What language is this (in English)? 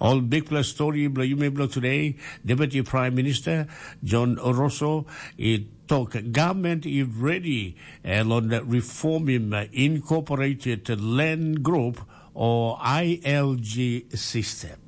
Tok Pisin